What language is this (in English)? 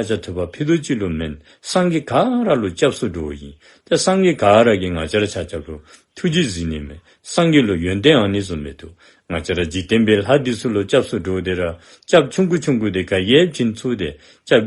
Dzongkha